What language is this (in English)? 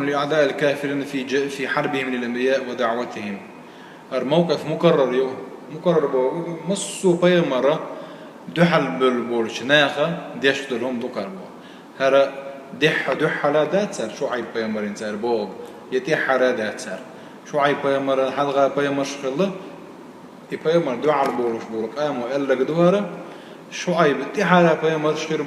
Chechen